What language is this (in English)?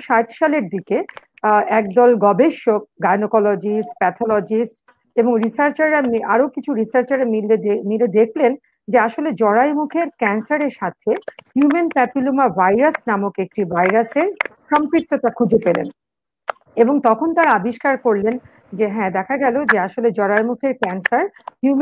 Bangla